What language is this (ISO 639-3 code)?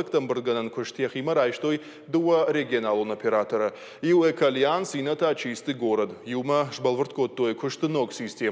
oss